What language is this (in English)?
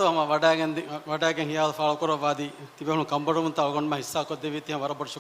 Divehi